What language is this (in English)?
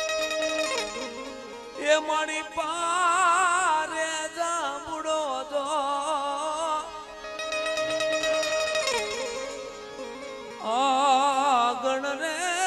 Gujarati